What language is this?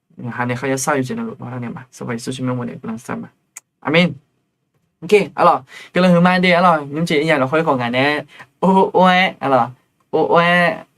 Akha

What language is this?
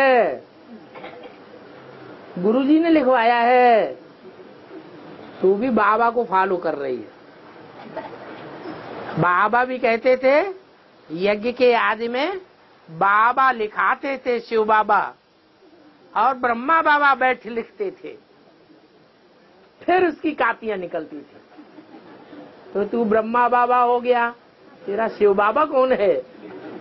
Hindi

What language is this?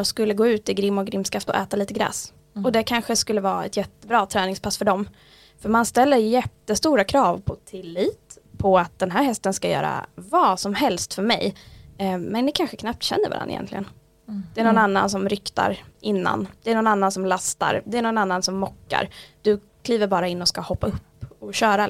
Swedish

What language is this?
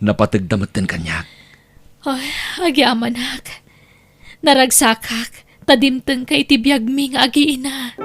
Iloko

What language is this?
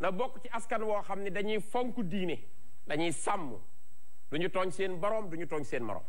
Wolof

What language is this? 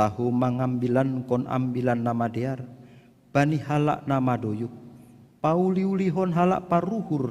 Batak Simalungun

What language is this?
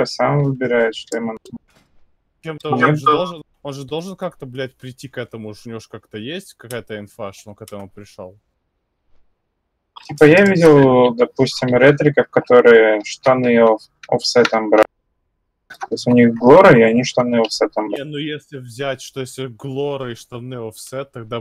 Russian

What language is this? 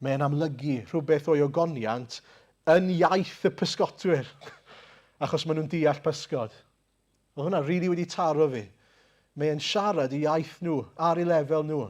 Welsh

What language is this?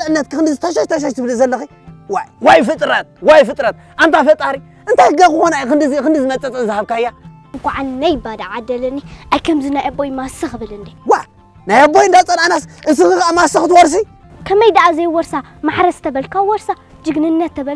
Tigrinya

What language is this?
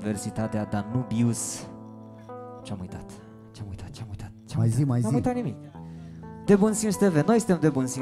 Romanian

